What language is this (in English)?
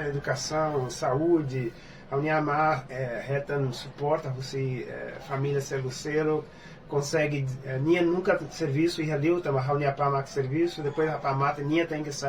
Tetum